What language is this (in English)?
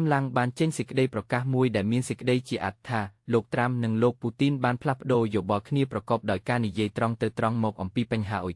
Khmer